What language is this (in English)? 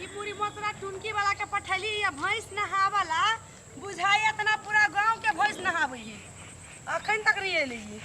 Maithili